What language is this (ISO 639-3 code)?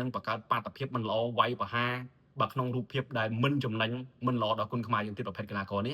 khm